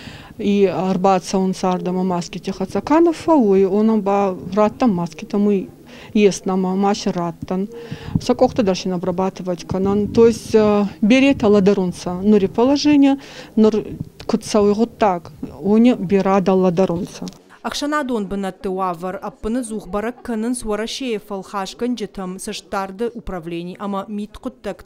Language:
Ossetic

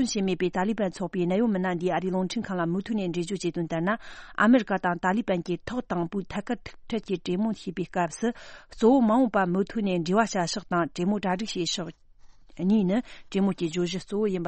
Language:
Tibetan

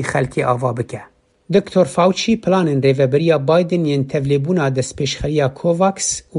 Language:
Kurdish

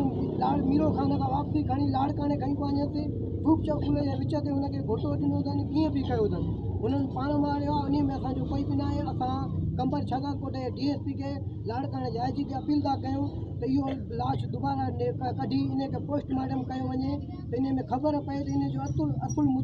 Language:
Sindhi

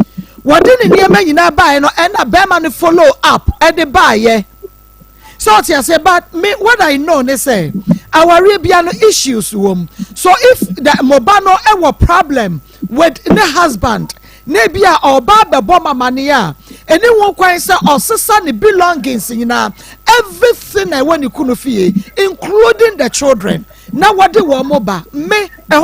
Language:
Akan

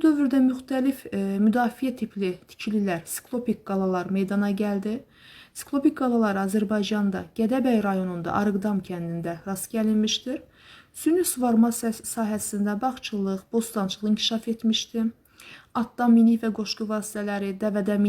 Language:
Azerbaijani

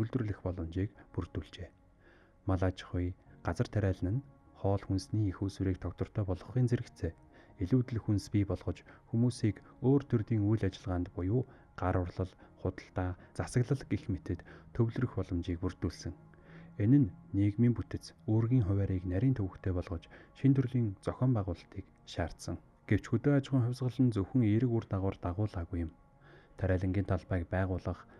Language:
Mongolian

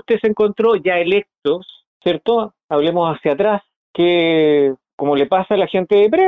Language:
Spanish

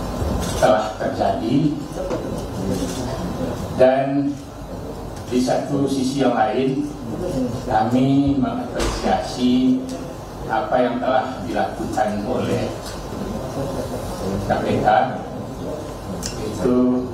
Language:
Indonesian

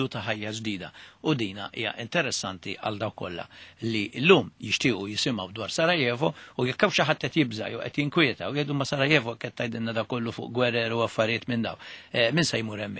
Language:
Maltese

